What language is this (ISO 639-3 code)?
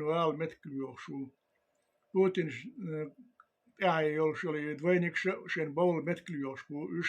che